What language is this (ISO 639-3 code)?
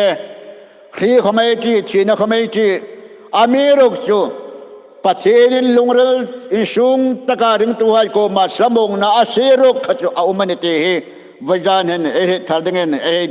hmr